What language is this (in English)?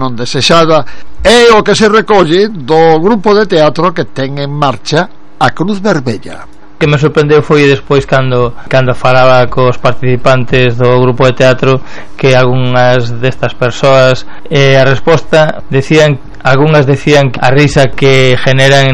Galician